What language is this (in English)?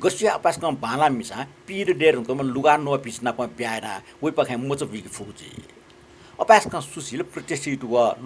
Newari